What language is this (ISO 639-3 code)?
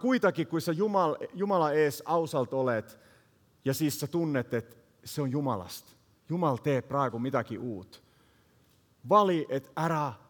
est